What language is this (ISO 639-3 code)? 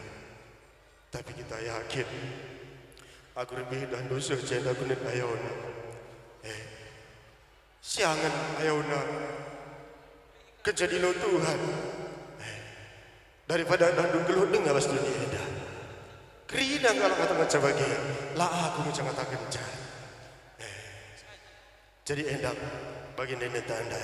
btx